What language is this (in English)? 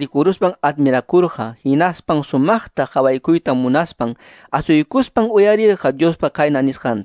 Quechua